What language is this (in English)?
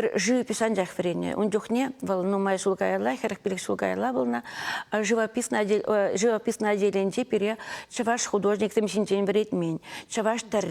Chuvash